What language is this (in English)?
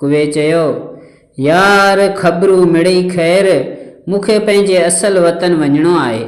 Sindhi